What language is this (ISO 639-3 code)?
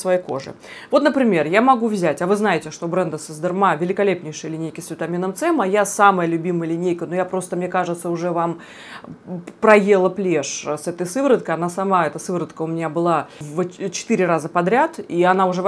rus